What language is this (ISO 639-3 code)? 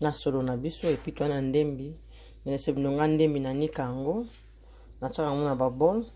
lin